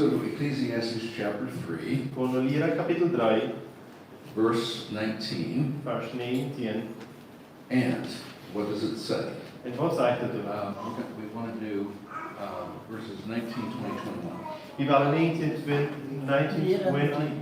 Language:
Plautdietsch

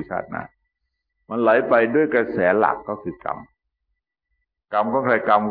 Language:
Thai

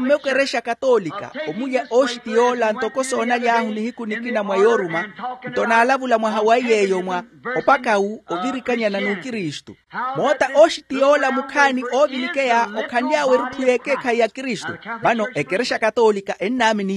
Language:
Makhuwa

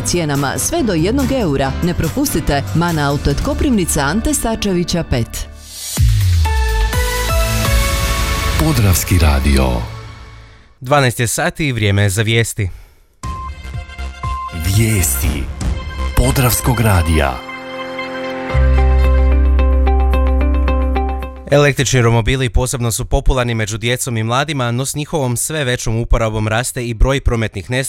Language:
Croatian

